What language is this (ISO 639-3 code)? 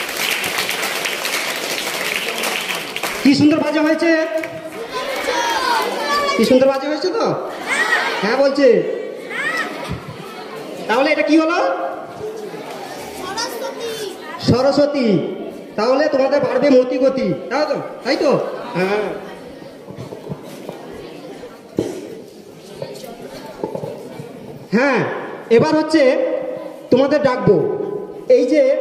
ben